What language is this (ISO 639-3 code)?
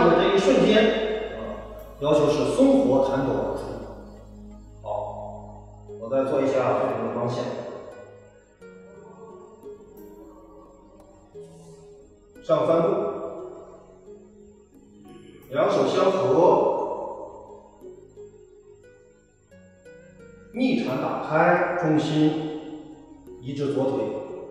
zho